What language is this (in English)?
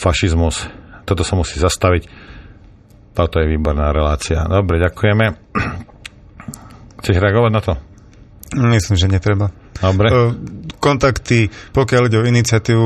Slovak